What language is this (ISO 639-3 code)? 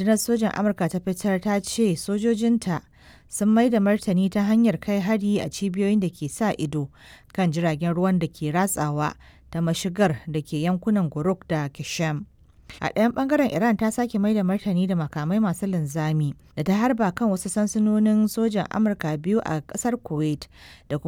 hau